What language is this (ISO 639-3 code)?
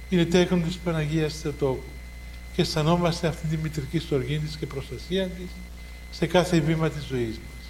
ell